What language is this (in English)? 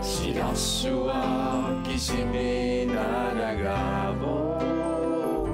Kalaallisut